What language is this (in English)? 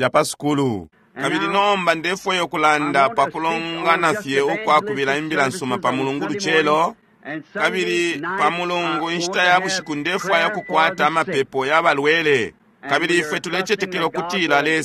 Bemba